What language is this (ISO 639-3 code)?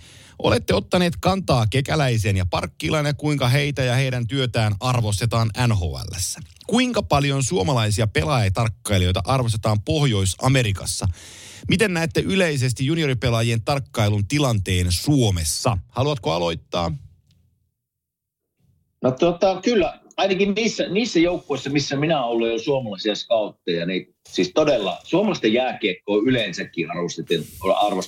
fin